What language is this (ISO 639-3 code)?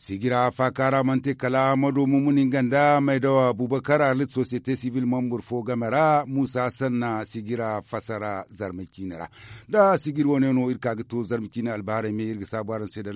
dje